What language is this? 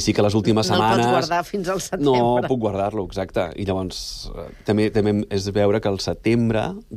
Catalan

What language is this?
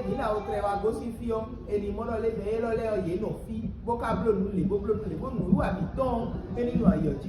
Fon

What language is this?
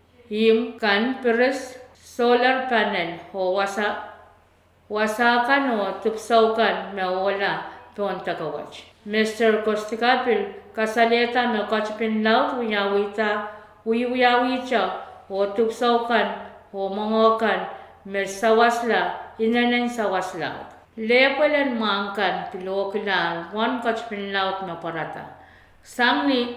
Pohnpeian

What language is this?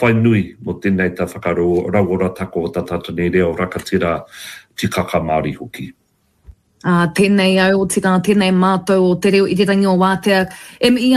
Māori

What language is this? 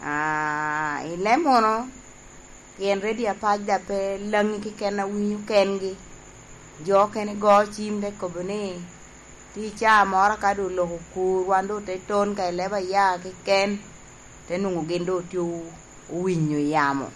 Lango (Uganda)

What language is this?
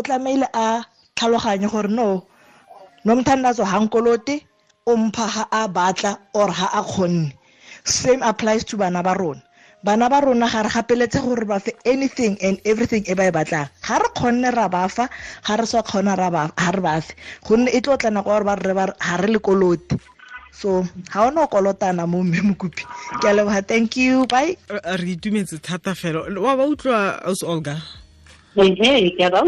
Tswana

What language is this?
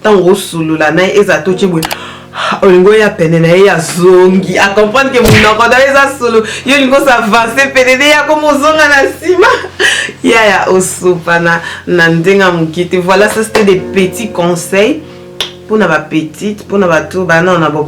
Lingala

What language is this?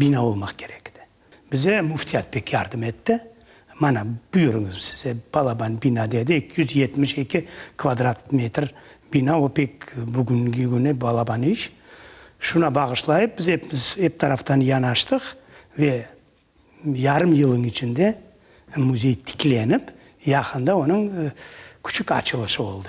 Crimean Tatar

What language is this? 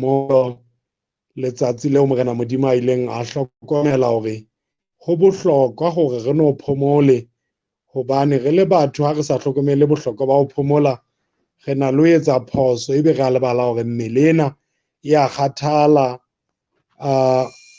Southern Sotho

